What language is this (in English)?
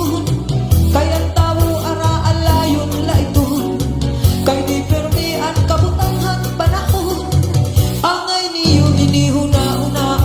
Waray